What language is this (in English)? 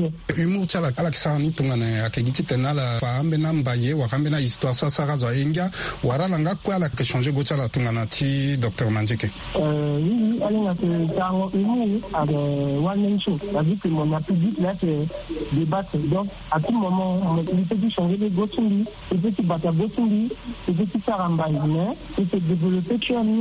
Sango